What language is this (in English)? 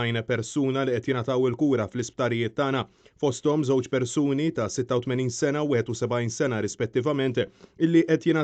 Maltese